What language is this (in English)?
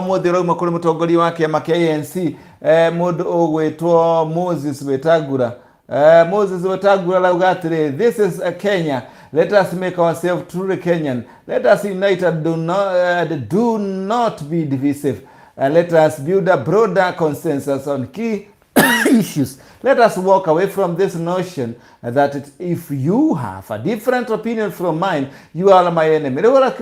Kikuyu